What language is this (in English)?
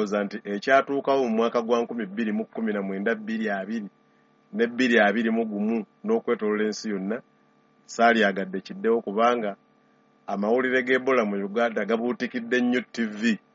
Ganda